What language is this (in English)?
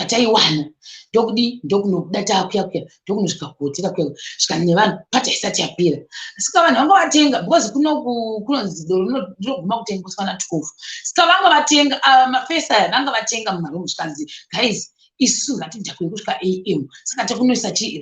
Shona